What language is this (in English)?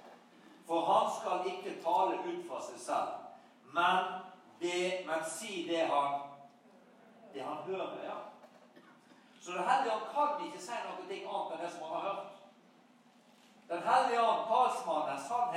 Norwegian